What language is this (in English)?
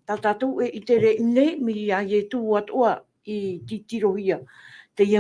Tahitian